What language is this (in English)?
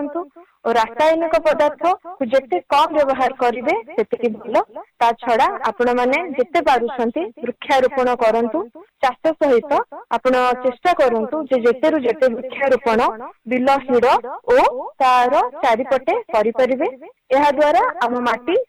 Odia